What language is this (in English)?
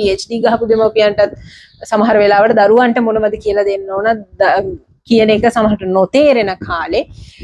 Sinhala